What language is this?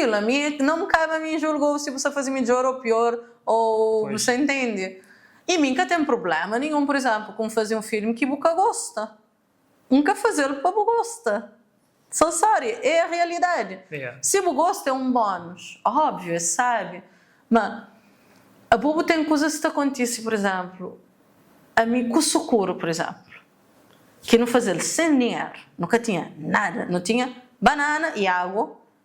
Kabuverdianu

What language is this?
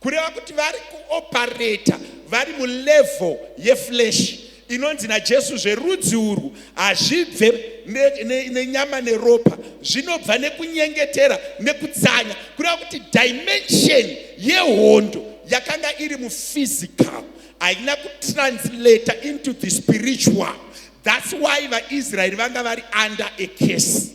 Shona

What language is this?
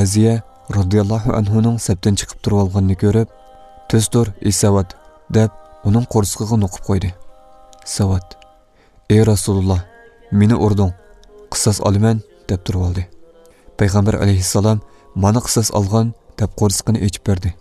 Uyghur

